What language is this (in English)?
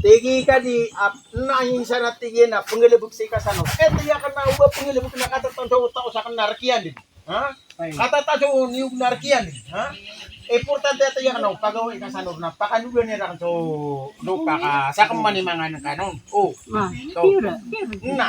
Maranao